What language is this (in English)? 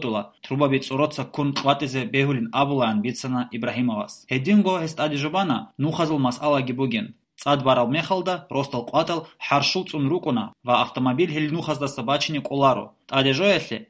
Avaric